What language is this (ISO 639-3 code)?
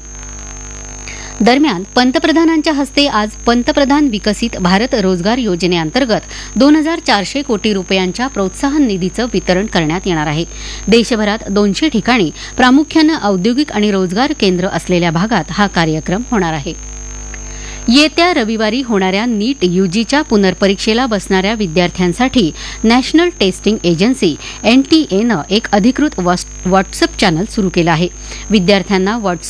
mar